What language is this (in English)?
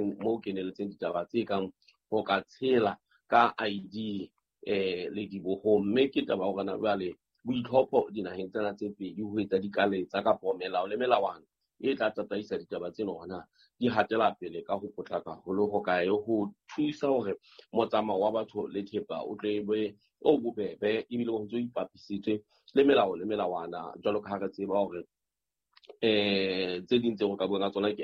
Southern Sotho